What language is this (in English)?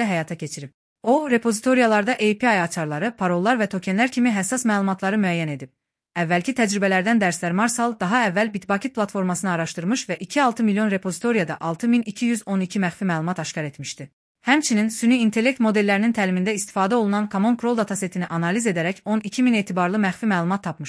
Azerbaijani